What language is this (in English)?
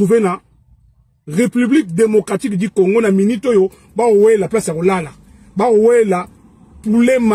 Lingala